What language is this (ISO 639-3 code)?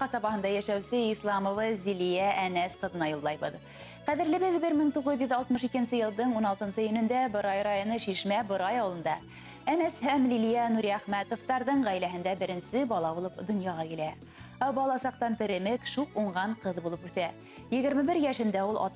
bak